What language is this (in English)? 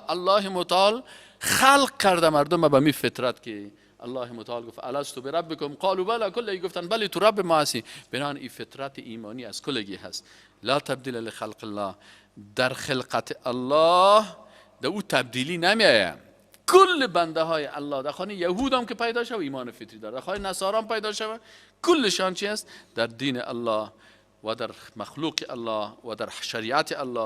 Persian